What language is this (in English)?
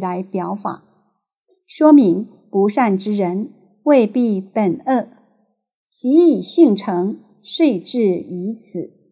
Chinese